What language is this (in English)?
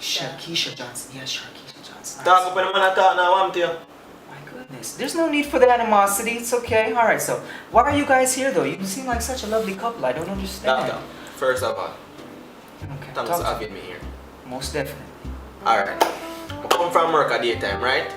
Jamaican Creole English